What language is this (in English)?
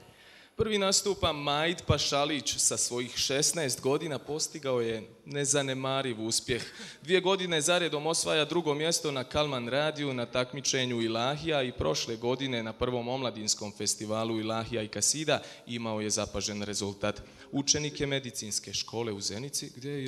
Bosnian